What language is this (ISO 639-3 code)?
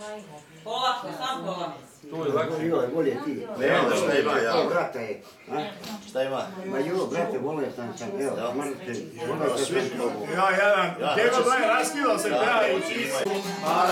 hrv